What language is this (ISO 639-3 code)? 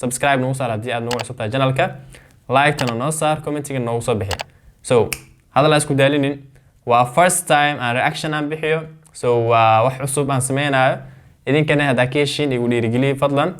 som